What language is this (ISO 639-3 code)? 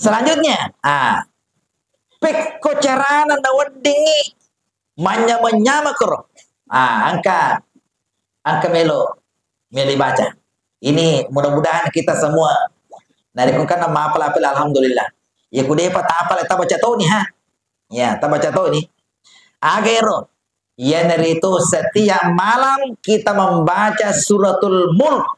bug